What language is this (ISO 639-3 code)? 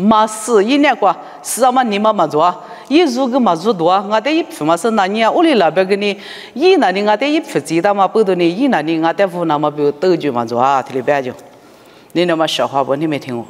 lis